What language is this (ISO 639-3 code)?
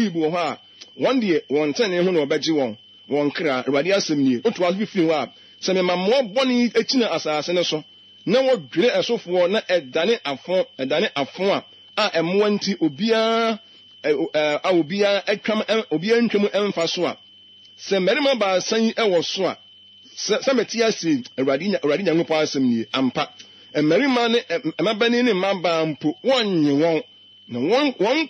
aka